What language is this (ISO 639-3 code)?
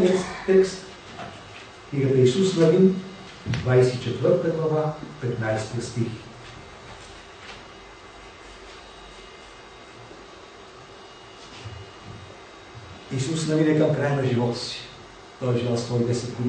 bul